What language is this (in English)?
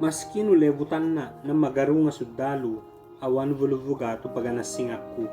Ibanag